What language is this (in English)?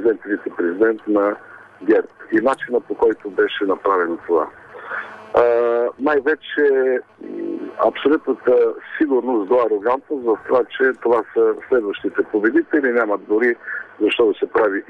Bulgarian